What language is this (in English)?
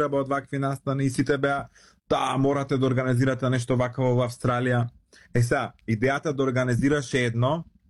Macedonian